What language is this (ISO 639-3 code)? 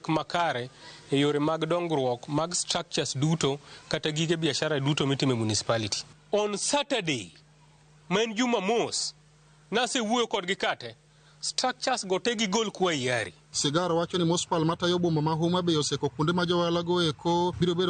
luo